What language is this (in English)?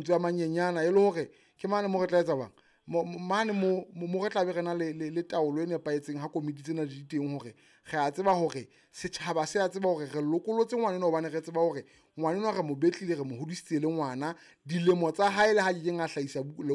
Southern Sotho